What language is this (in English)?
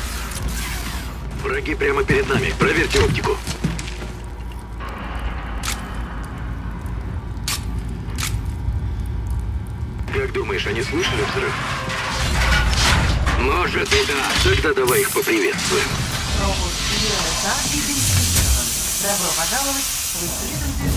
Russian